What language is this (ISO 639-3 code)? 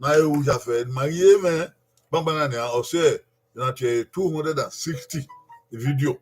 bin